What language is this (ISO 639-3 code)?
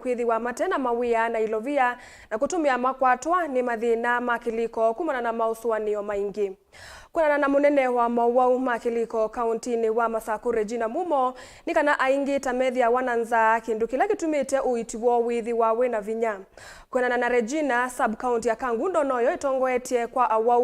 kam